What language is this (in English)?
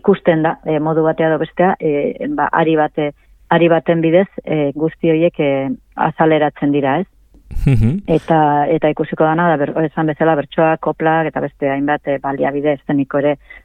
Basque